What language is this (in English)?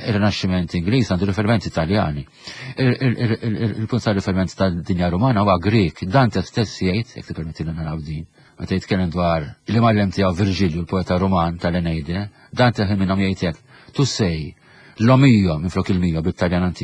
Maltese